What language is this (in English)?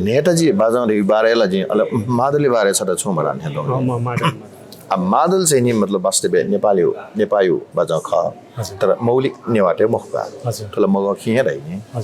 Newari